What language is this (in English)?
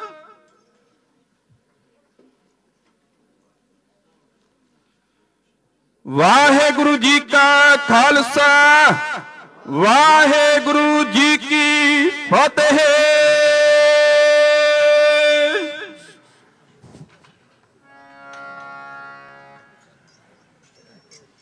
Punjabi